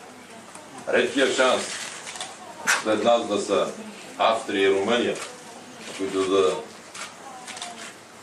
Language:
Bulgarian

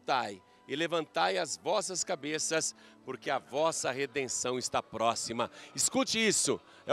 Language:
Portuguese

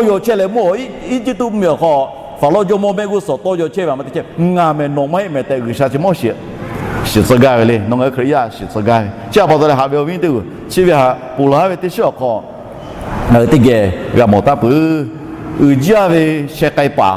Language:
Lahu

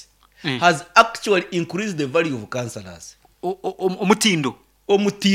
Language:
Nyankole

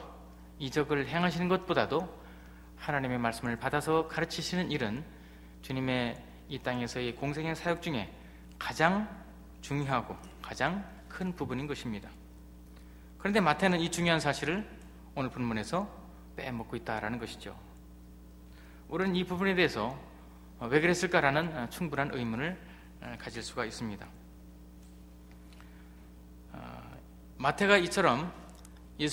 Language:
Korean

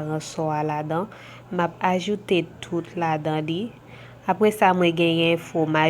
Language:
Haitian Creole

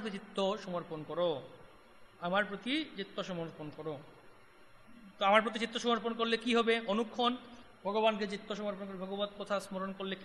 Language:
Bangla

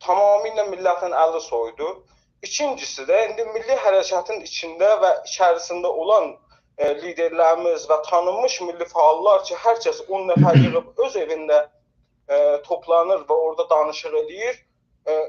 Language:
South Azerbaijani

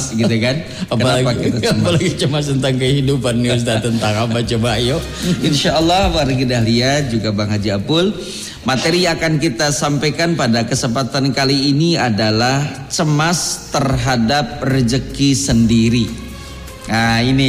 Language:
Indonesian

